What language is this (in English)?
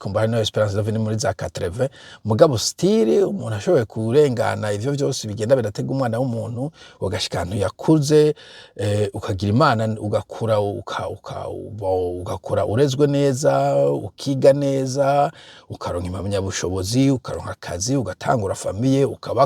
Rundi